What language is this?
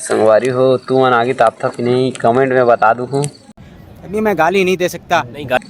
Chhattisgarhi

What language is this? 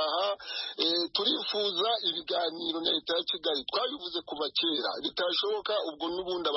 Kinyarwanda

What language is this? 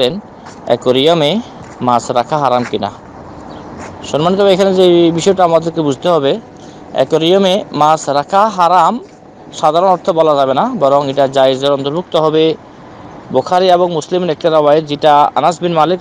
Bangla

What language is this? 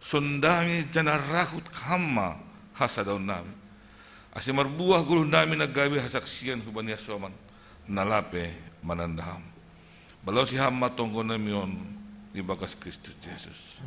Batak Simalungun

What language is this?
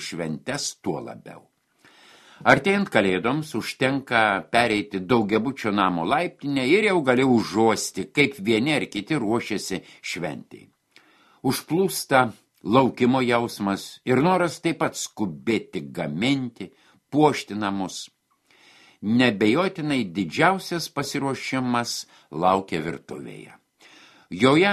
Lithuanian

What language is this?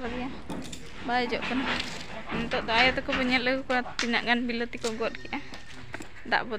Santali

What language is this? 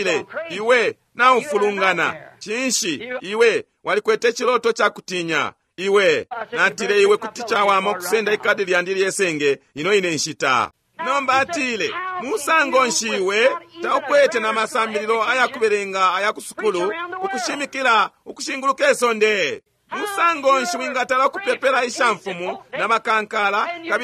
Bemba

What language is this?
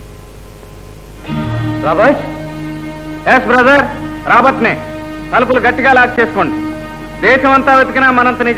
Telugu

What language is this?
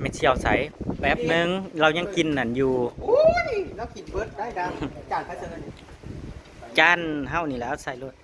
Northeastern Thai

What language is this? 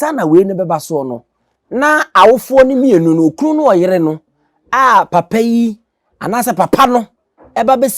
Akan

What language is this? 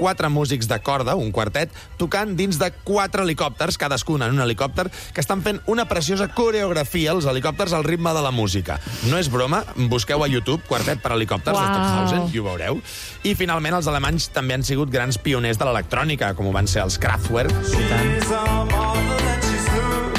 Catalan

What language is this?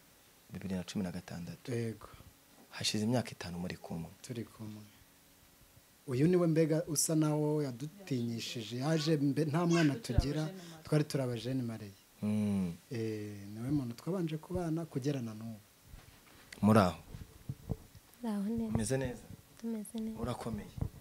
Kinyarwanda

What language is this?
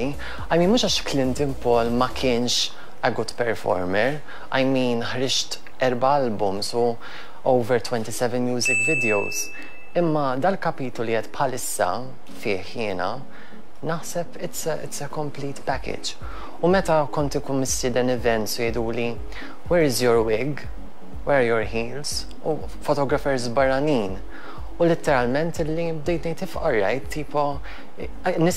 Maltese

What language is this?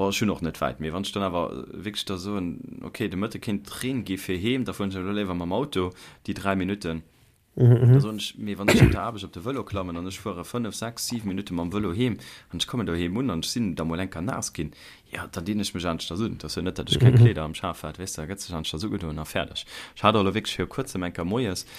Luxembourgish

